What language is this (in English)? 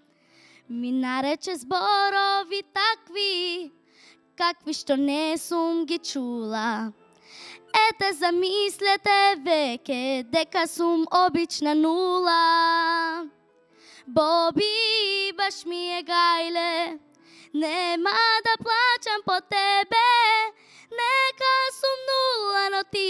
Macedonian